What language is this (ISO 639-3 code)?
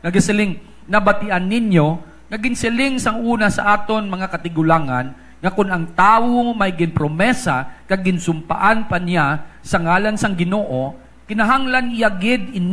hil